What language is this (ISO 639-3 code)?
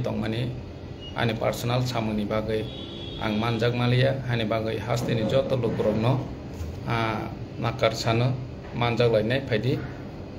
trp